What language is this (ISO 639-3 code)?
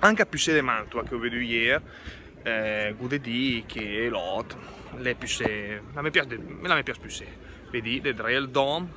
lmo